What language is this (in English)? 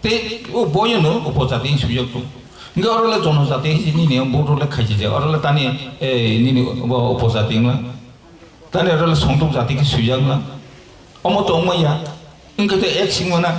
Kok Borok